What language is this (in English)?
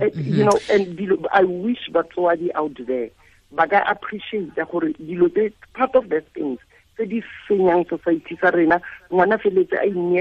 Tswana